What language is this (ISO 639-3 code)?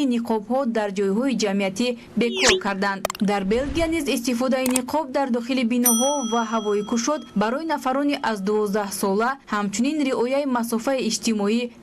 tgk